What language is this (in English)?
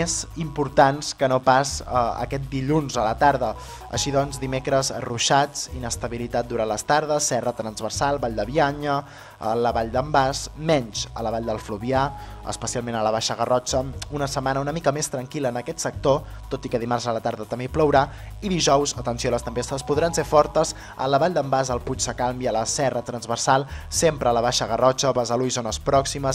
Catalan